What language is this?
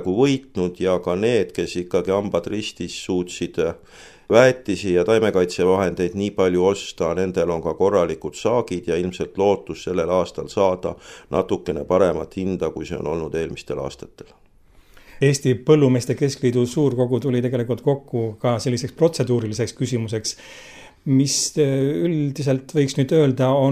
Estonian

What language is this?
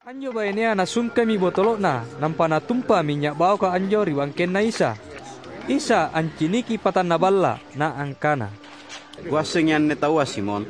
Makasar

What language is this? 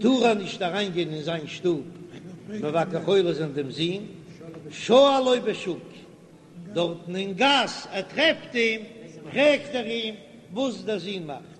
Yiddish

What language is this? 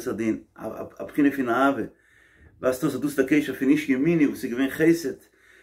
Yiddish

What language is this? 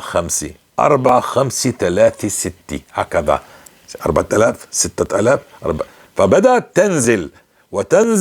North Levantine Arabic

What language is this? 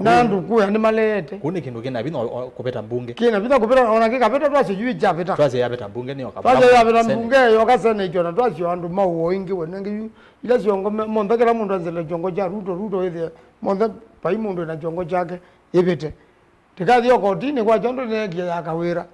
Kamba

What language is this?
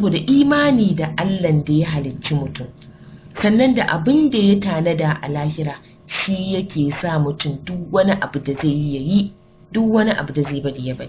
Hausa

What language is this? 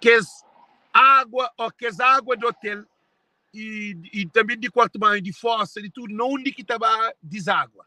Kabuverdianu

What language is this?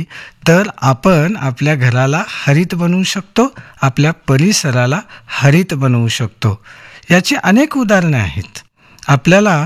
Marathi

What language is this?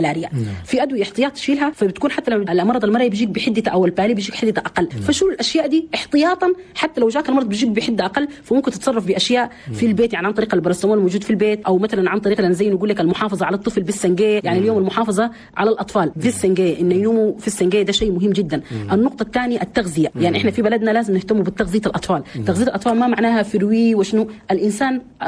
Chadian Arabic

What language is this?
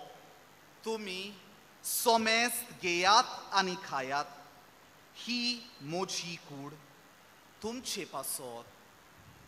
Konkani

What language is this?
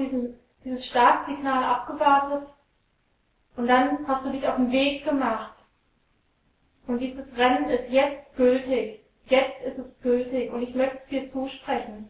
German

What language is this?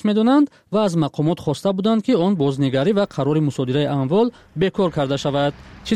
Tajik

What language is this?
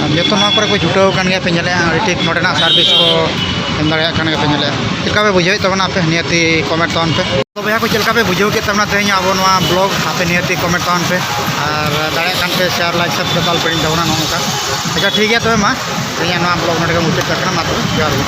Santali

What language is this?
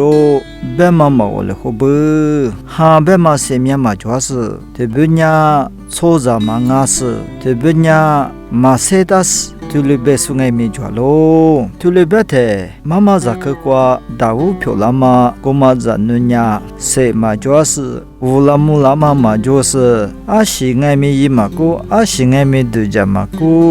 Lisu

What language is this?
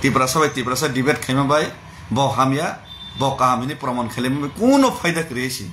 Kok Borok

